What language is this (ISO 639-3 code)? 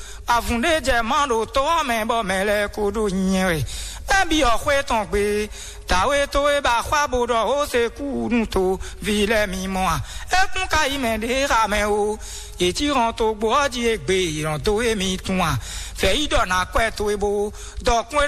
fon